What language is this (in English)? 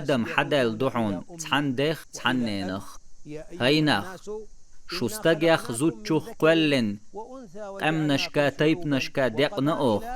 Chechen